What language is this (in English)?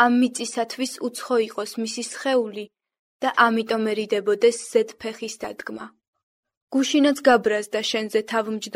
Georgian